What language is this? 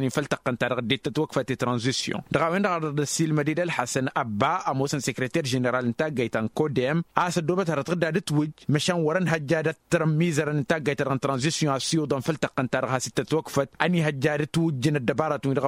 Tamasheq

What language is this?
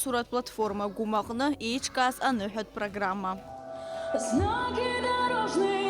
Abkhazian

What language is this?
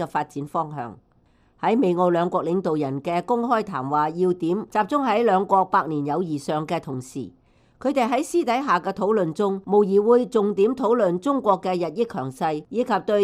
Cantonese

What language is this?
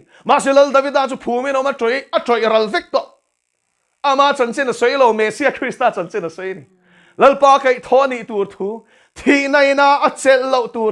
Mizo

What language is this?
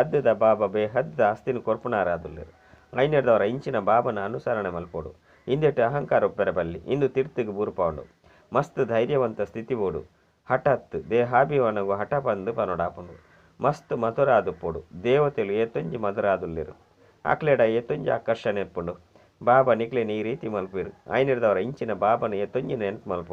Tulu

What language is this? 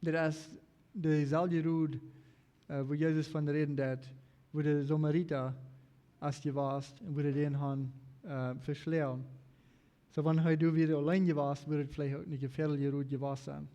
Plautdietsch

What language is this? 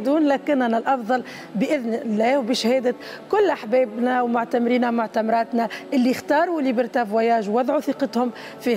Tunisian Arabic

